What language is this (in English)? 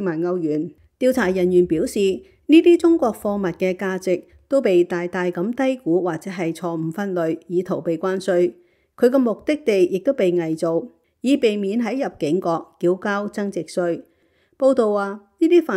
Cantonese